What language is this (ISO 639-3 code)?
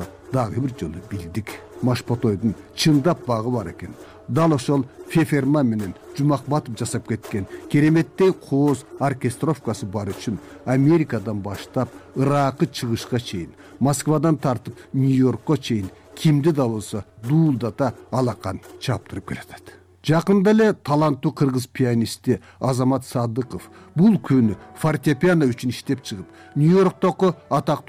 kir